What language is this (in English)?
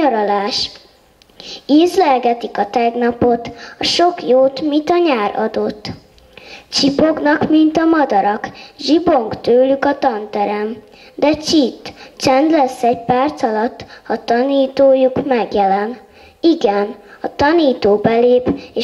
Hungarian